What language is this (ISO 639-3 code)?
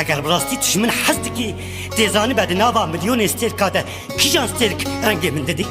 kur